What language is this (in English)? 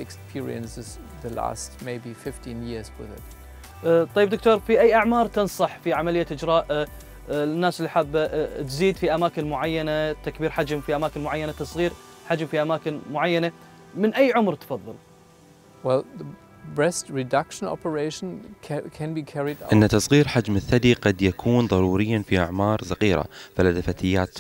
Arabic